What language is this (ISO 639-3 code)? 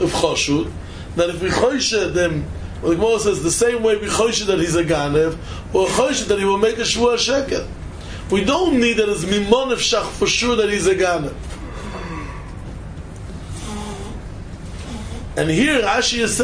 eng